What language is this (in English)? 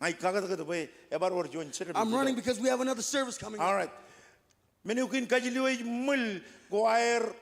Marshallese